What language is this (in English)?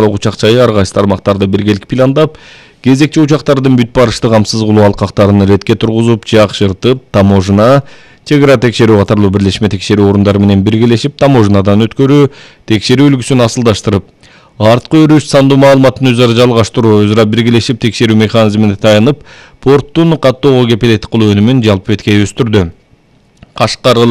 Kyrgyz